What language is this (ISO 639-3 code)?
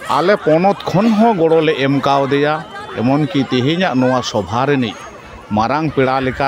sat